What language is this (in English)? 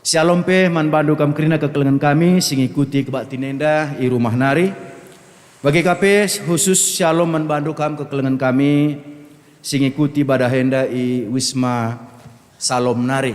Batak Karo